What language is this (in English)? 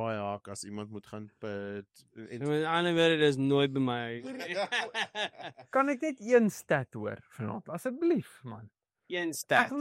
Afrikaans